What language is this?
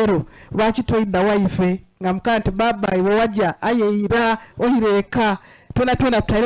Soga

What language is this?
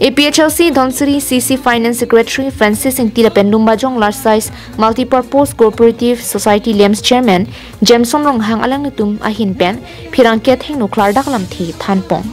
Karbi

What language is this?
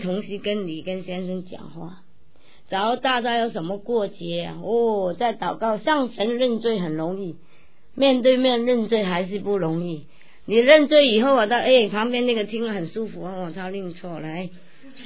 Chinese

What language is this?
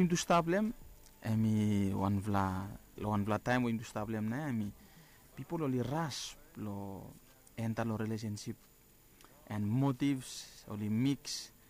Bislama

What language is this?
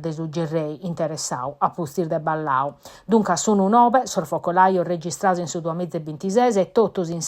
Sardinian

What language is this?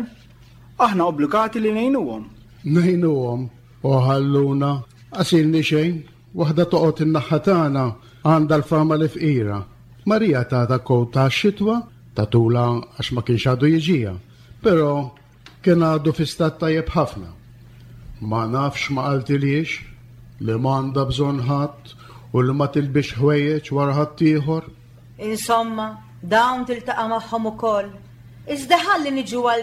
Maltese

